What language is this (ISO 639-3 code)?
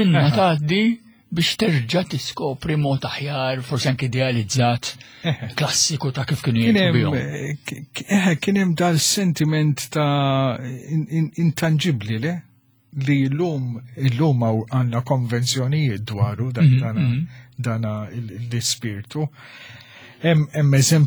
mlt